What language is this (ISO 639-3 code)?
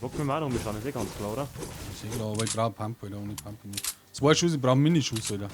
bar